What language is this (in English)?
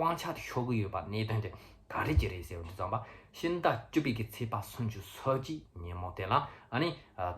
Tibetan